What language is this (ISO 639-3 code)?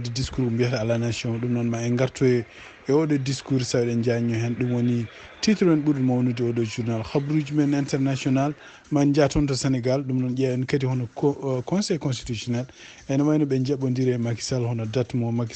ful